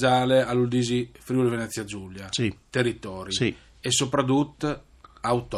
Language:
Friulian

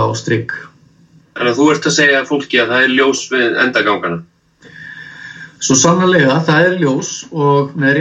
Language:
Icelandic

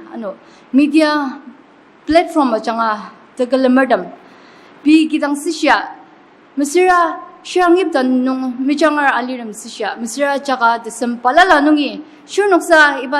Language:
Ao Naga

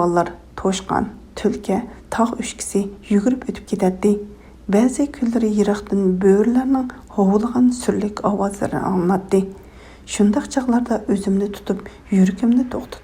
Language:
Uyghur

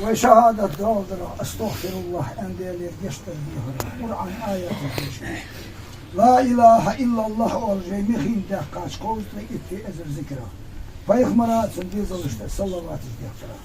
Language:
Ingush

